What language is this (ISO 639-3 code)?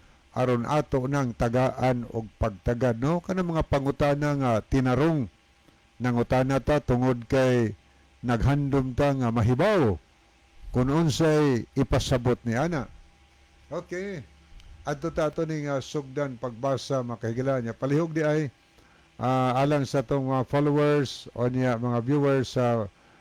ceb